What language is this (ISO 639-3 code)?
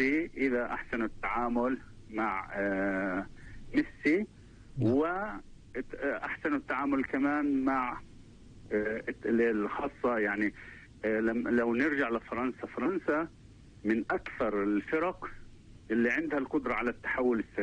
apc